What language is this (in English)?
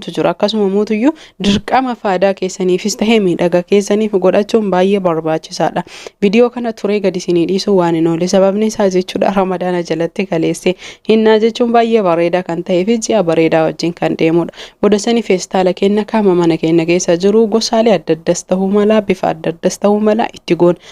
Oromo